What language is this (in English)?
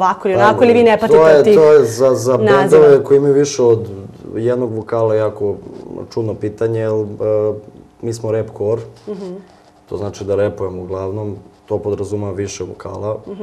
Serbian